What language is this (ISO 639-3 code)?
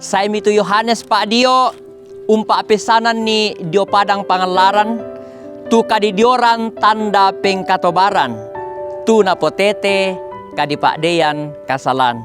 sda